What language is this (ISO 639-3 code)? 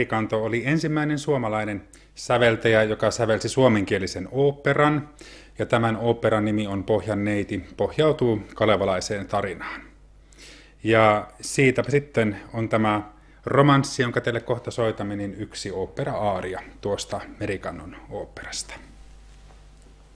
fin